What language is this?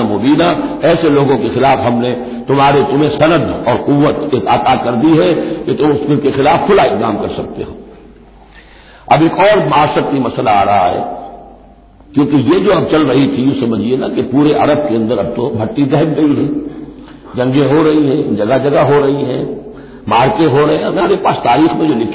Urdu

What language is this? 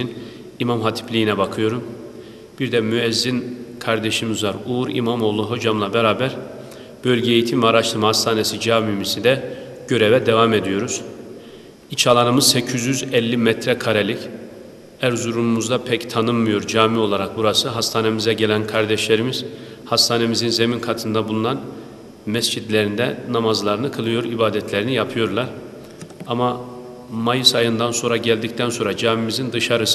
Turkish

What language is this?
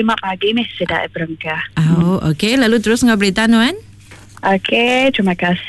Iban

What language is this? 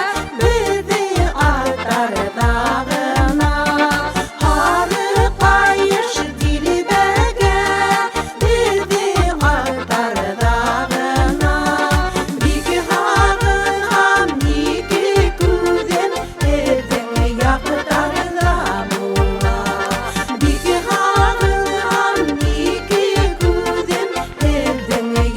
Bashkir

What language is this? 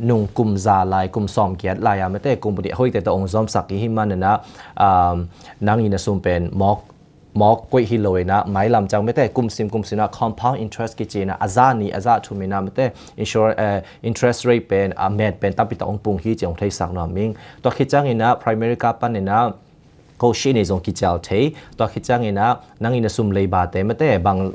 Tedim Chin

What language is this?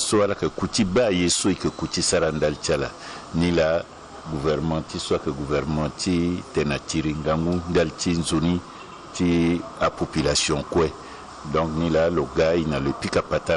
Sango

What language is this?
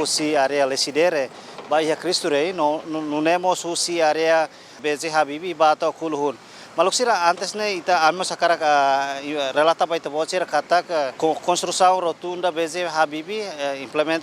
Tetum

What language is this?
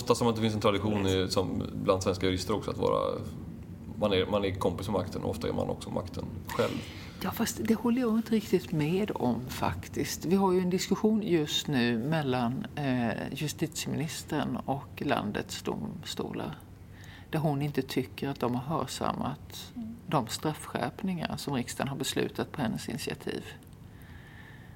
Swedish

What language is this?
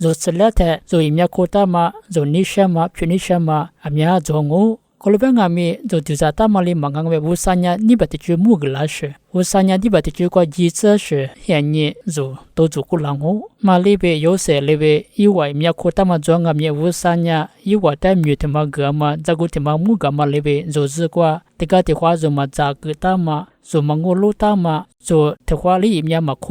Lisu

